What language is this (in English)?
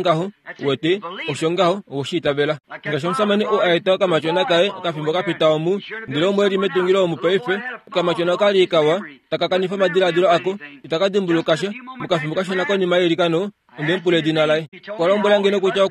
Kuanyama